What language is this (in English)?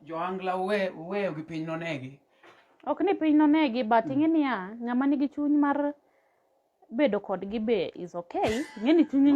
Luo (Kenya and Tanzania)